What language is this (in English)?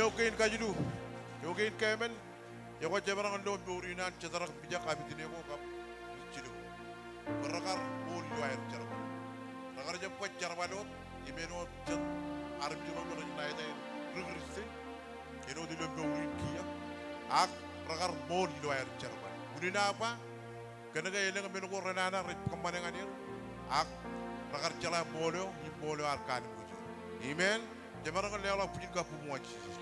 Marshallese